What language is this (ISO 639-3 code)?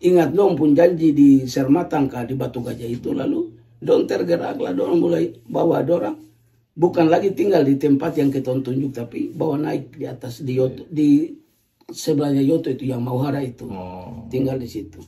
abs